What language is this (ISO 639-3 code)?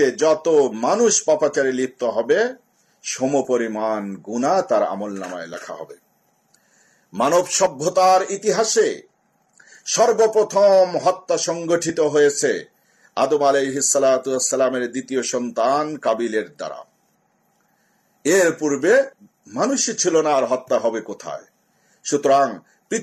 ben